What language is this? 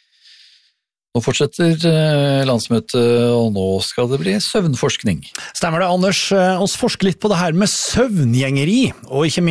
Norwegian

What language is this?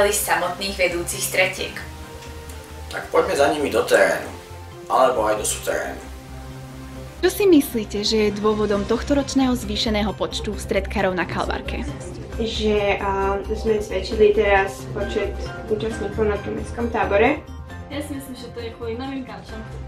Slovak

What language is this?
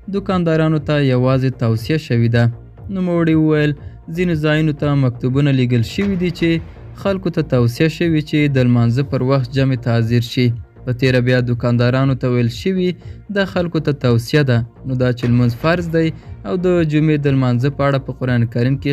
Pashto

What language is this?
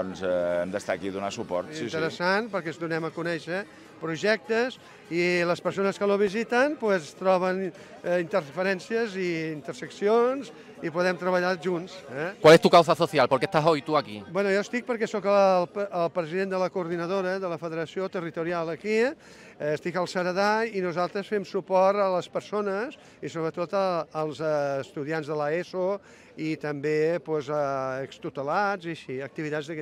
Catalan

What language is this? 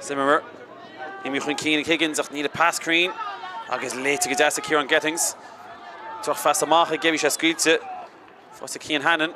Irish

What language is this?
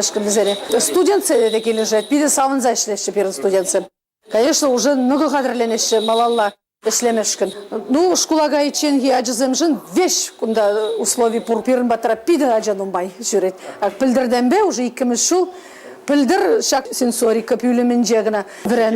Chuvash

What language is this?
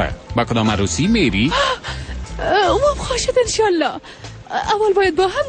Persian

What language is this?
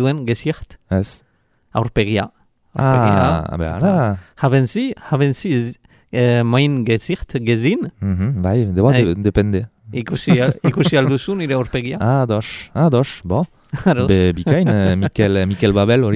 Basque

